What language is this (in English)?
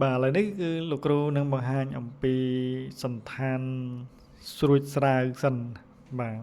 Khmer